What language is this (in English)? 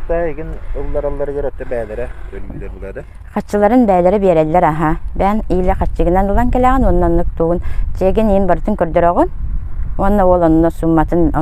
Yakut